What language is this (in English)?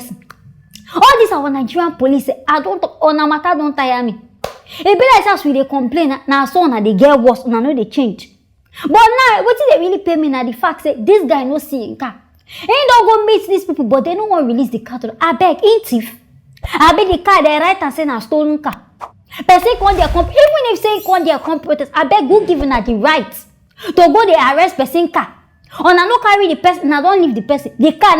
Nigerian Pidgin